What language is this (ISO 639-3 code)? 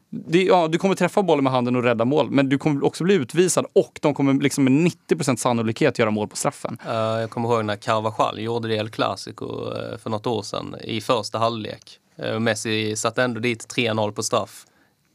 swe